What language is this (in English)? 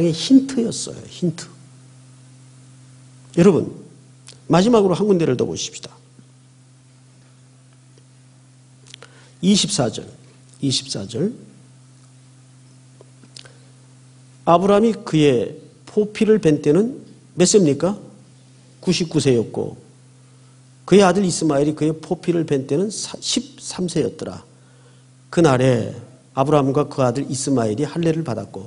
Korean